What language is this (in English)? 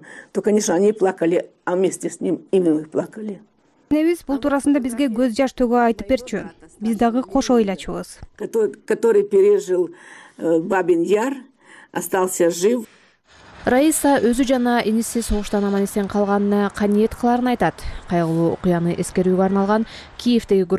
Kyrgyz